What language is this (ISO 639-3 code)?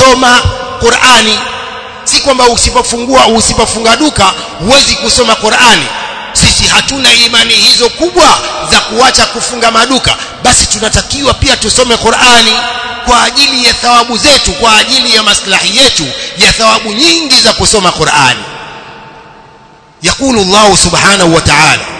swa